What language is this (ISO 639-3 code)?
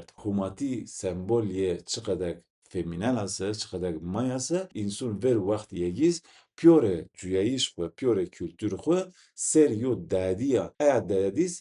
zza